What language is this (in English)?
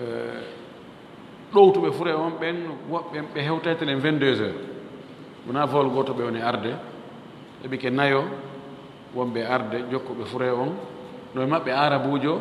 Fula